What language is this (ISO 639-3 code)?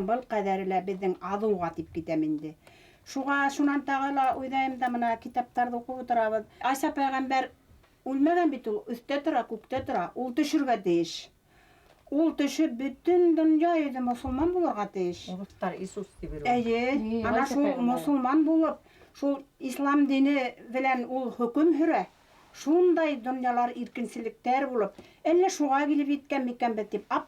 bak